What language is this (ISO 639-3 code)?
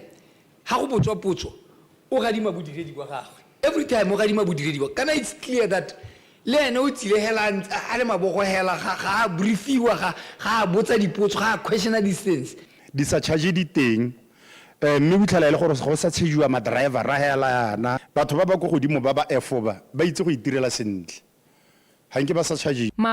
tsn